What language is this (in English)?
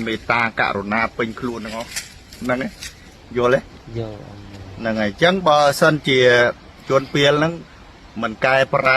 Khmer